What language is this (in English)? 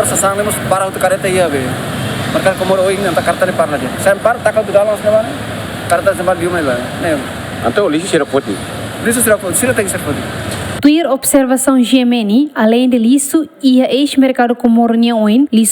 Tetum